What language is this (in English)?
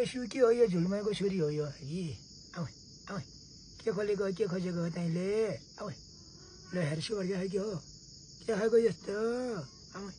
Nepali